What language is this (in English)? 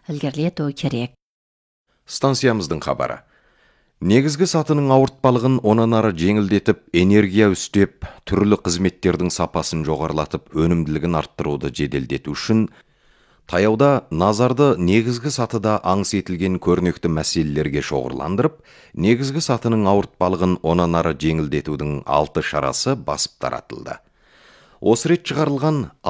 Kazakh